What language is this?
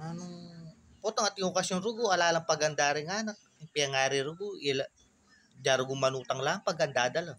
Pampanga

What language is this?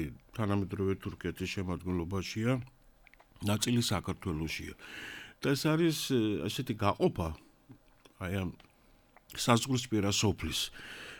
Georgian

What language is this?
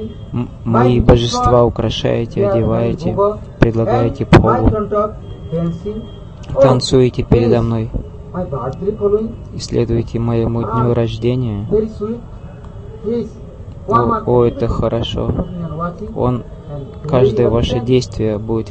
Russian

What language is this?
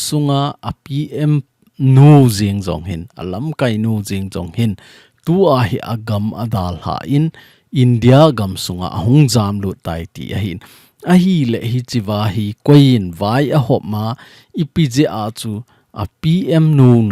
Thado Chin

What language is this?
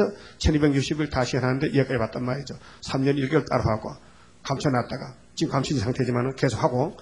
Korean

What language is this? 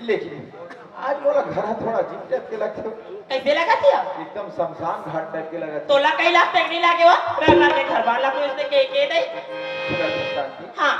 Chhattisgarhi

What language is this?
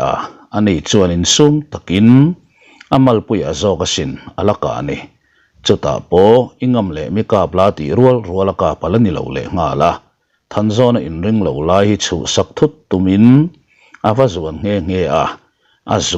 Mizo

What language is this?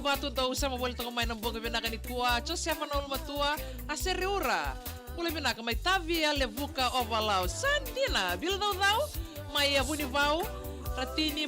Fijian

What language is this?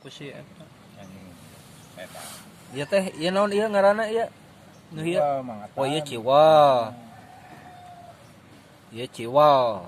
Sundanese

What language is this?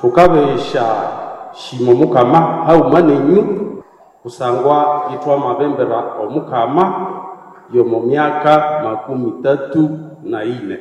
Nande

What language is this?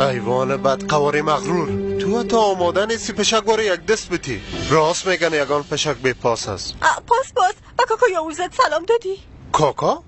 Persian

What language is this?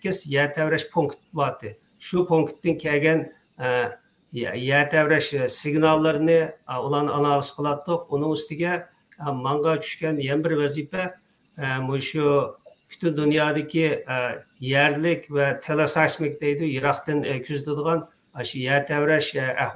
Uyghur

